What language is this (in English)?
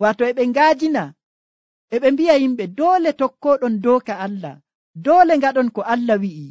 Nigerian Fulfulde